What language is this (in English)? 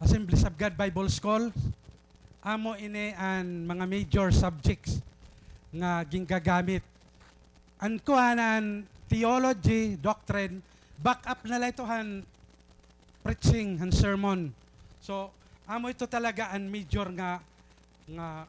Waray